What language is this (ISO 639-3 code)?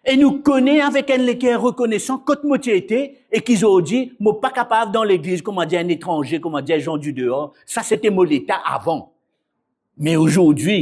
mfe